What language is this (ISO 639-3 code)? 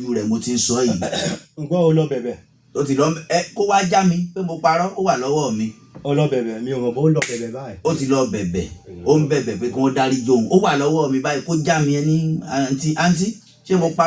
yor